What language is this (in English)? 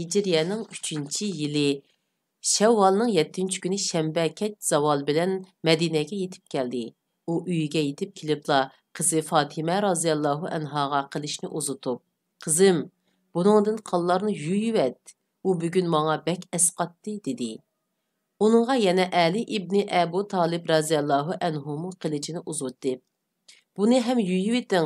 Uyghur